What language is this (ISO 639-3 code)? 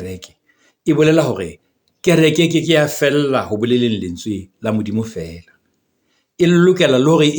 sot